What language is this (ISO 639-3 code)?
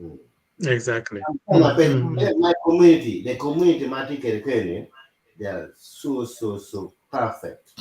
ach